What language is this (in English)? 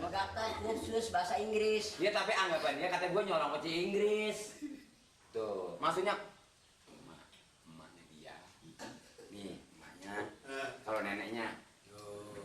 Betawi